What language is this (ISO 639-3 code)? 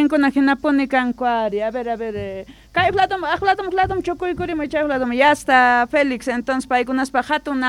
que